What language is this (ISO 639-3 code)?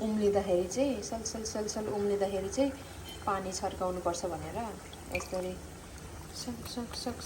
nep